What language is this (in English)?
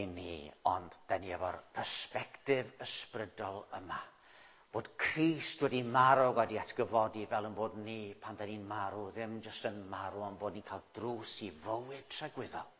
Welsh